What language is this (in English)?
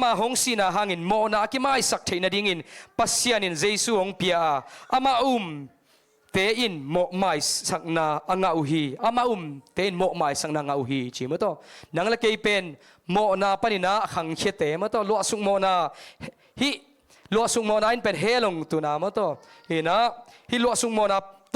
Tedim Chin